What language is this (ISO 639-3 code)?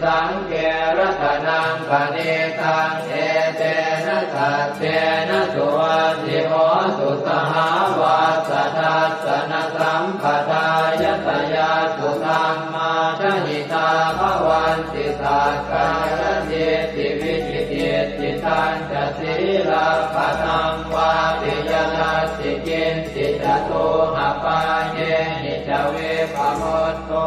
pli